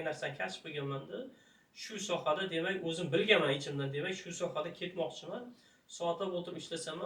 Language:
Uzbek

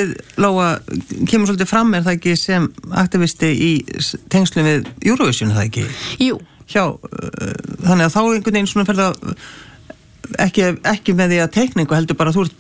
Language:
Icelandic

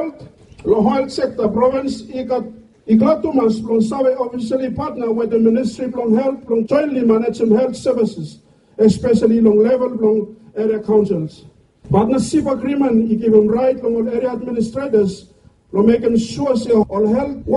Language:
Bislama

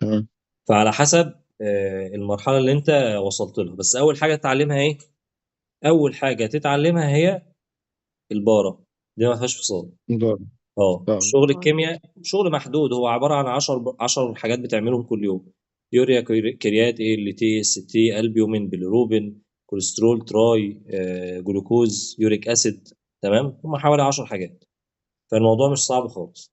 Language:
Egyptian Arabic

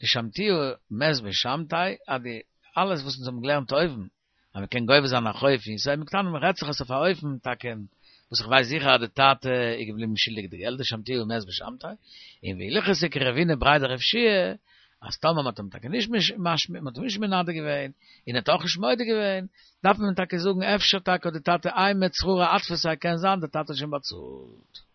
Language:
Yiddish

